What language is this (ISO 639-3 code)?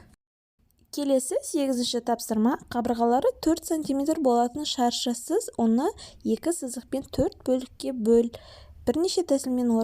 kaz